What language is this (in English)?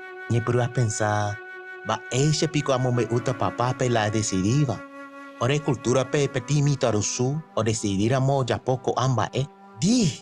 Guarani